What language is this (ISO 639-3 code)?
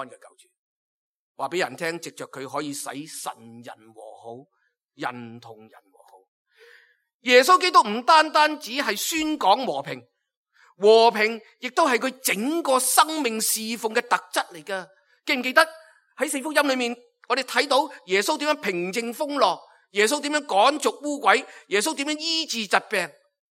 yue